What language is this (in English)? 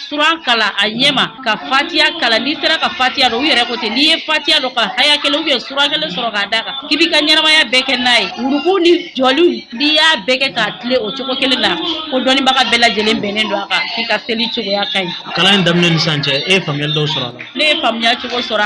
Bambara